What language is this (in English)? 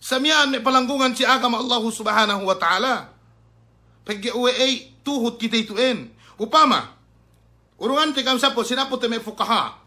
Yakan